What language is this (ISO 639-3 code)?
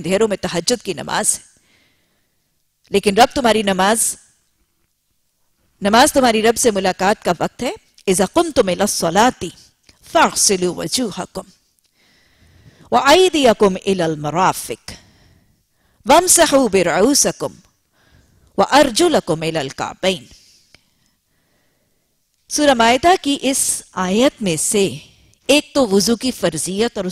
urd